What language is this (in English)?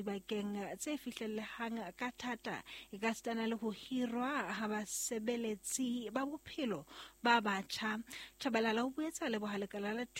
Southern Sotho